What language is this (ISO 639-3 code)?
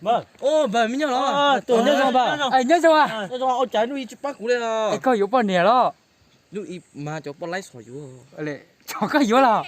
hmn